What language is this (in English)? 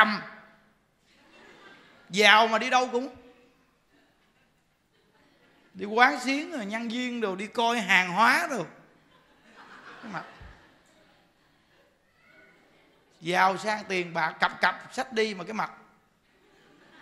Vietnamese